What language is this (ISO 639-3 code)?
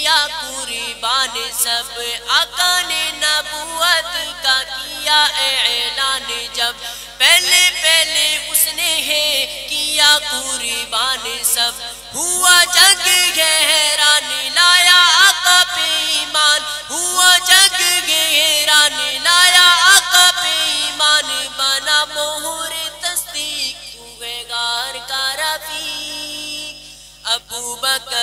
urd